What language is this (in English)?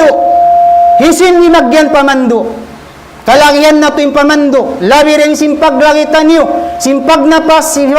Tausug